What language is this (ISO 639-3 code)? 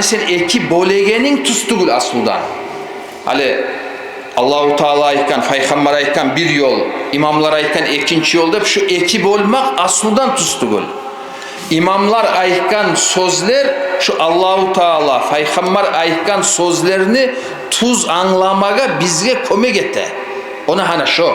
kum